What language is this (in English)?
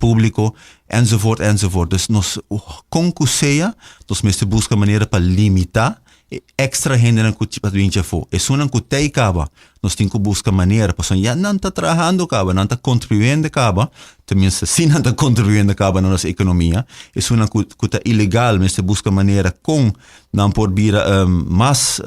Papiamento